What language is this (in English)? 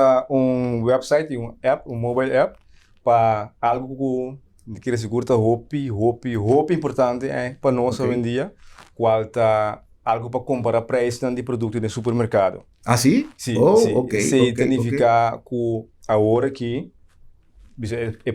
Papiamento